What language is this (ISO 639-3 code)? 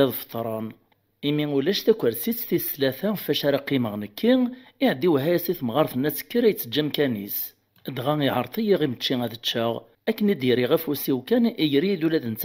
kab